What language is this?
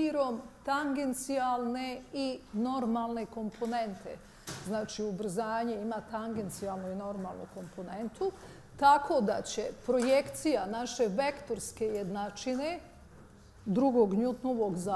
Bosnian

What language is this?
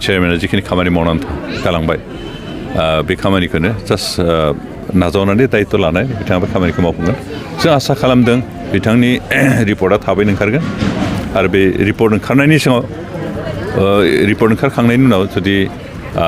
Bodo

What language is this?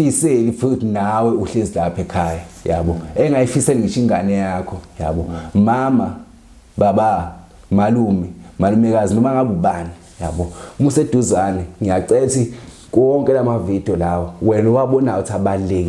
Zulu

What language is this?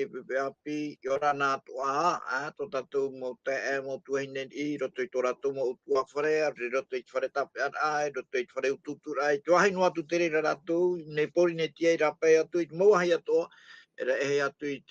Tahitian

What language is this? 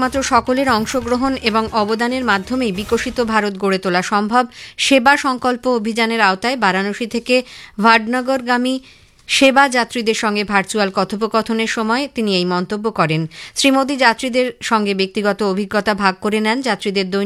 Bangla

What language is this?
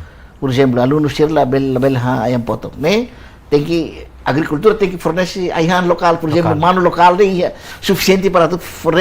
Tetum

